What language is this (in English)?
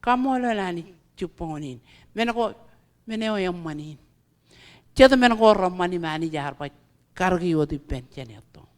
Marshallese